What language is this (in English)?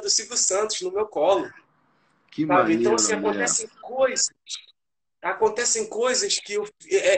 Portuguese